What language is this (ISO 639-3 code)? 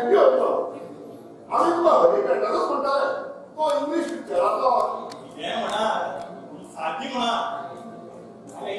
kok